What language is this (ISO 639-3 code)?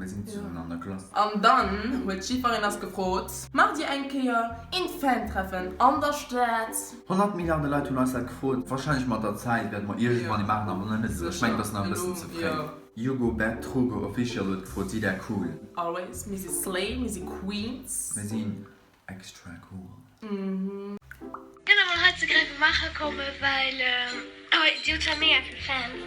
ltz